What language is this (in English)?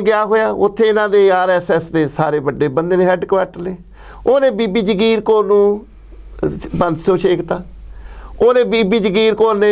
Punjabi